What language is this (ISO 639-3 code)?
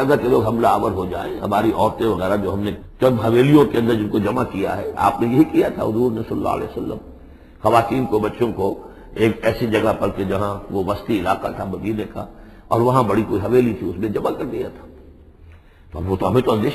urd